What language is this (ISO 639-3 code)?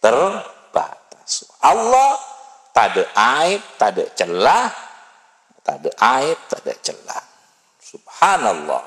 mad